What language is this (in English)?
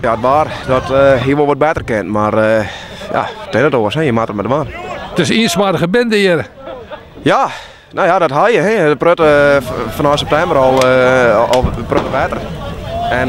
Western Frisian